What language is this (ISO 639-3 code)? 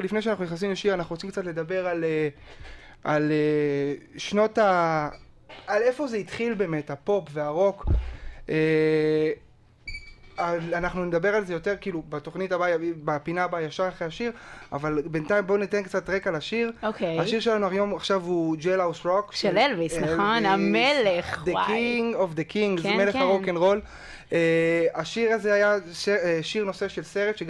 heb